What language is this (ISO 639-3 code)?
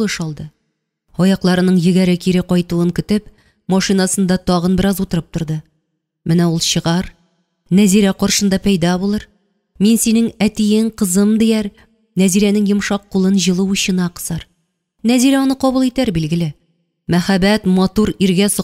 tat